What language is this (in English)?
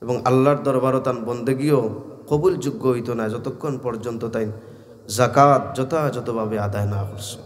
Sylheti